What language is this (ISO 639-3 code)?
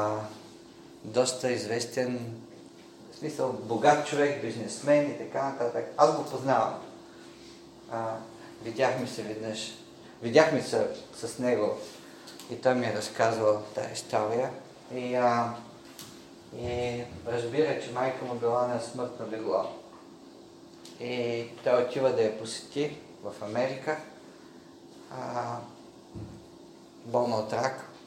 bul